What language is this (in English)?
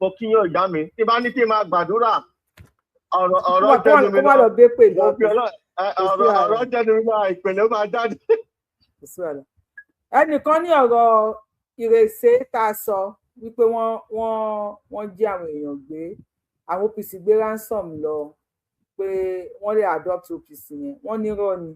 Yoruba